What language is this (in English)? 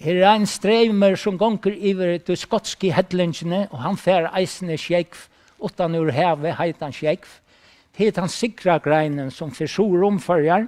Faroese